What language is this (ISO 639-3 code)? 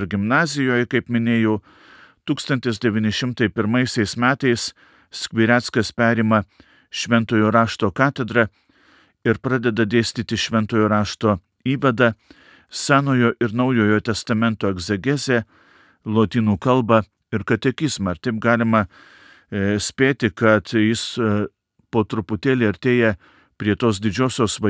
lit